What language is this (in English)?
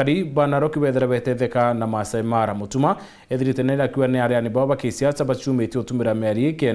Meru